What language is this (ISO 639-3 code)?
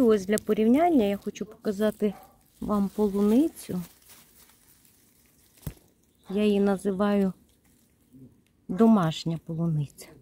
ukr